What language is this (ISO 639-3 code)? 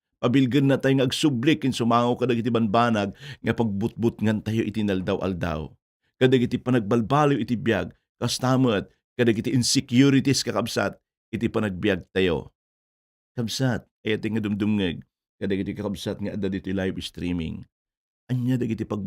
ilo